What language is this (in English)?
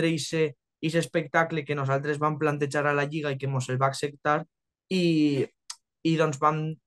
Catalan